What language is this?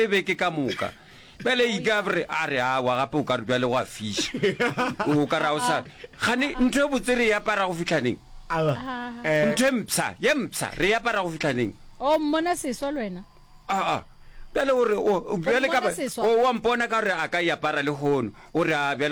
Northern Sotho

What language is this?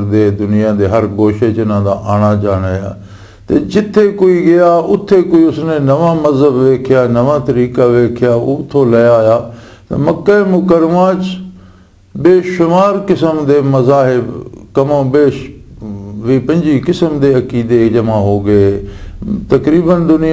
Western Panjabi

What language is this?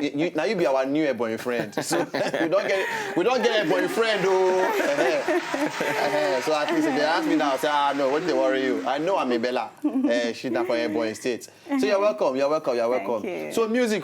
Nigerian Pidgin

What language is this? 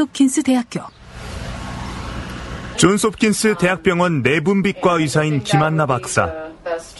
Korean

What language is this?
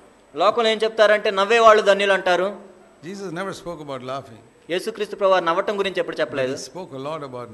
Telugu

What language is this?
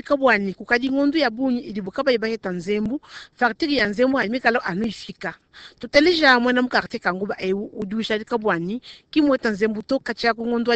Luba-Lulua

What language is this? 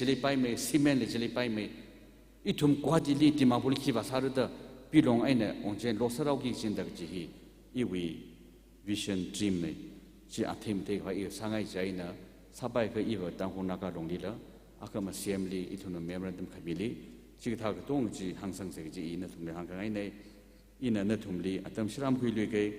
Tangkhul Naga (India)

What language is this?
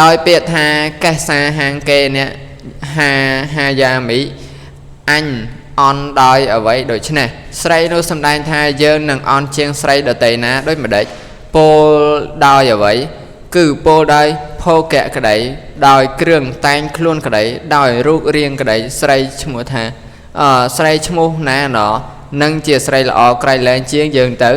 Khmer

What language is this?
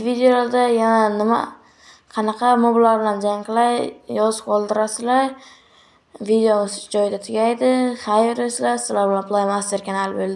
Uzbek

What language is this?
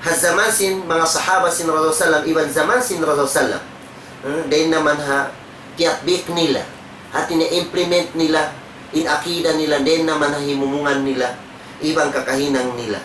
Tausug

